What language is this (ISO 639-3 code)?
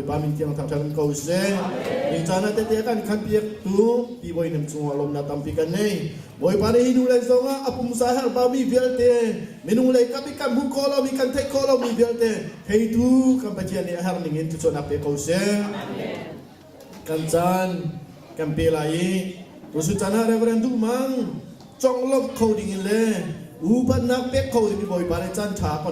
cnh